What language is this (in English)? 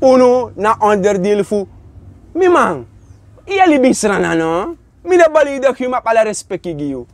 Sranan Tongo